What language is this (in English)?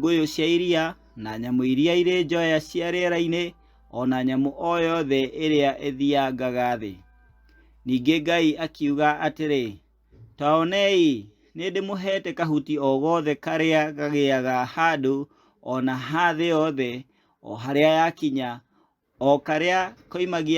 Kikuyu